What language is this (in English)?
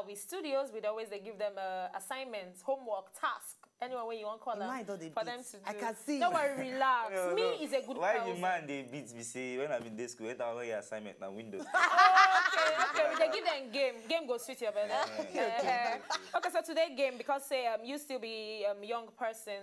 Nigerian Pidgin